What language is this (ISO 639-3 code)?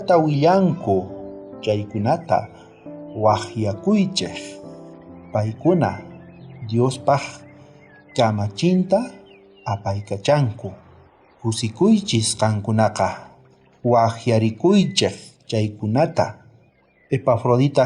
quh